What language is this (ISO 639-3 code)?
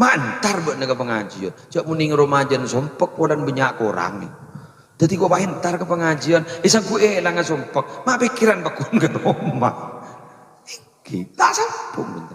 mad